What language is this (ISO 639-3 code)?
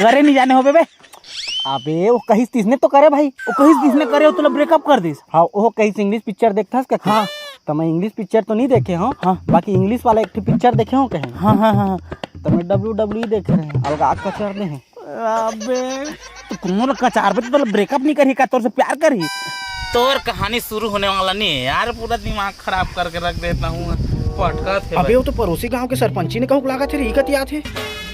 hne